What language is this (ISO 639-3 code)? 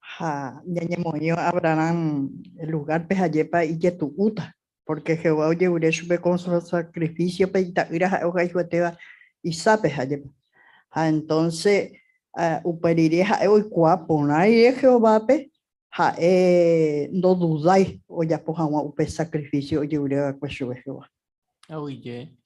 grn